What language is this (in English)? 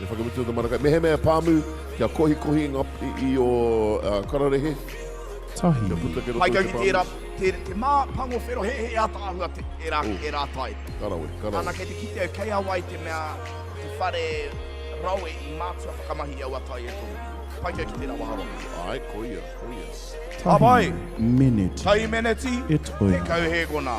Māori